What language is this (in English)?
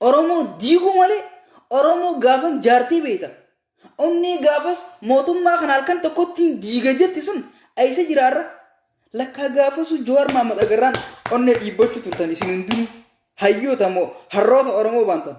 Oromo